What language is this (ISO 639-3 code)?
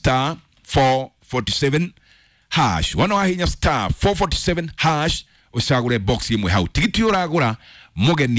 kik